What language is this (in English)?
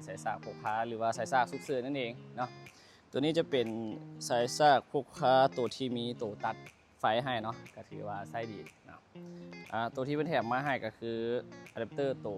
Lao